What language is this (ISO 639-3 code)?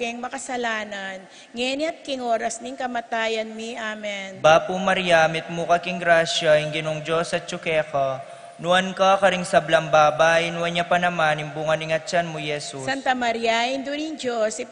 pam